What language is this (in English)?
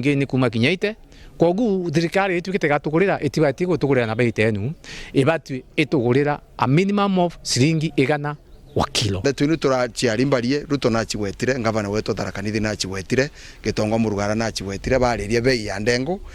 Meru